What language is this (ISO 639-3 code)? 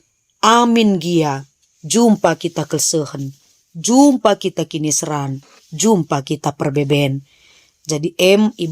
btx